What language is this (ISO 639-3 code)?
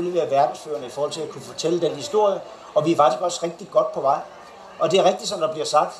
dan